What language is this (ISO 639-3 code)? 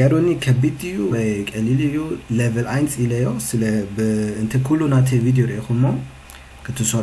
tir